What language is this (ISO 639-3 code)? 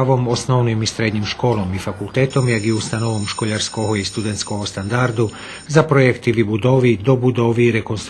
rue